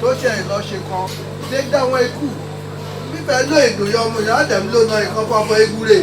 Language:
Yoruba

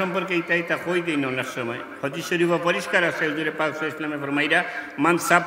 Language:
Sylheti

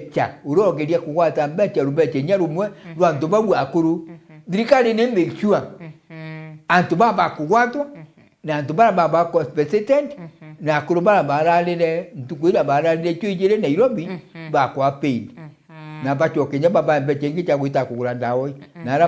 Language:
Meru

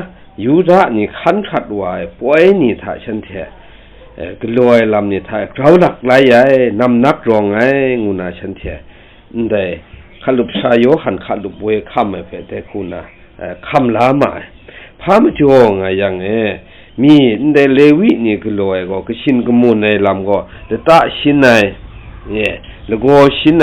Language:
Kachin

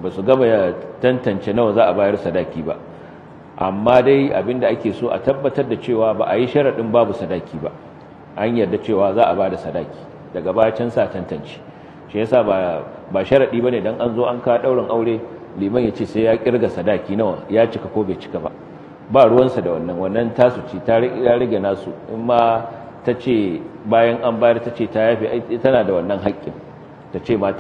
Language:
Hausa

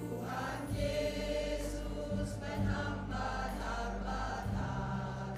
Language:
Batak Simalungun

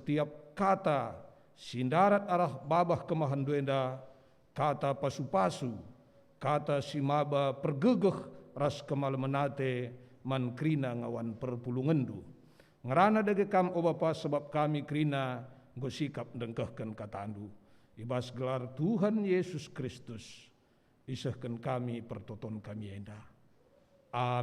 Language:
Batak Karo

